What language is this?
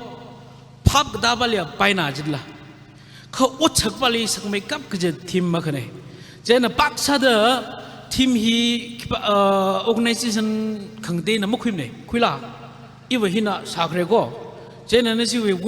Tangkhul Naga (India)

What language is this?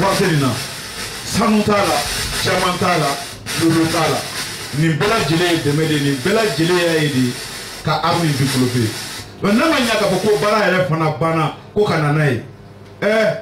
Bambara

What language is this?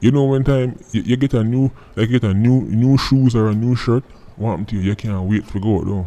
Jamaican Creole English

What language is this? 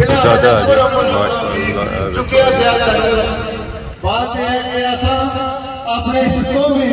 Pahari-Potwari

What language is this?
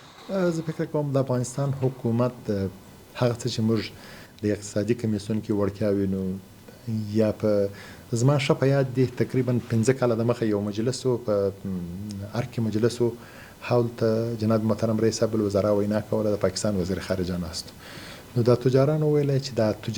Pashto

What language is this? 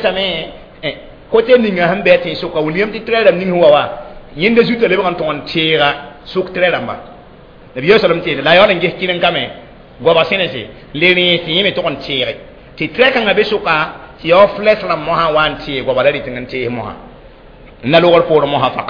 Mossi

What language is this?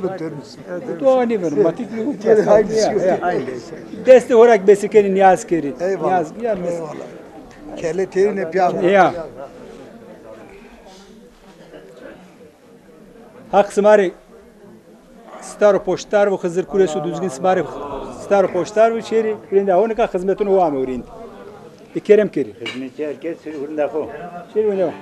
Turkish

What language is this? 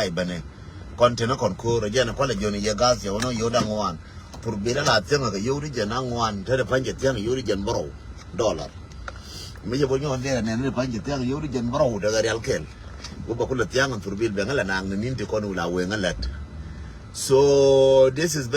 Nuer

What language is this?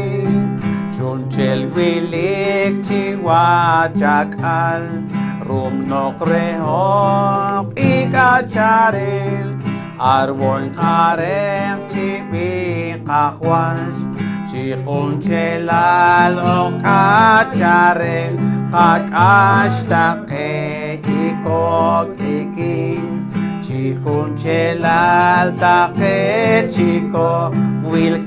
Poqomchi'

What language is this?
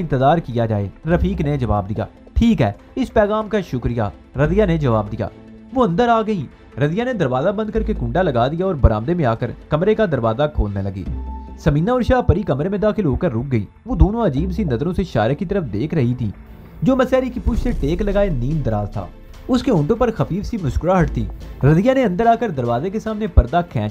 Urdu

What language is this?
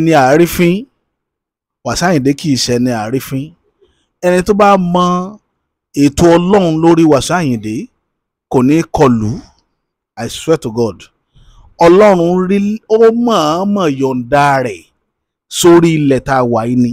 Yoruba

